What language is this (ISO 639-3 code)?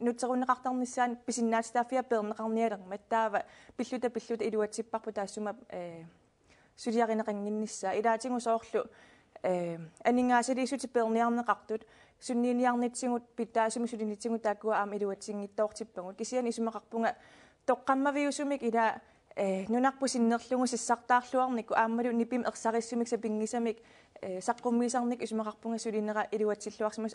kal